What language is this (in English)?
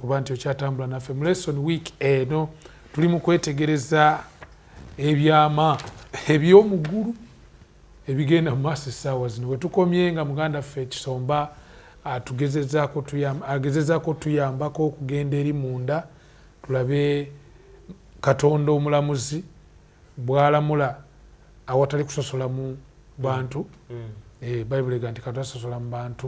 Ganda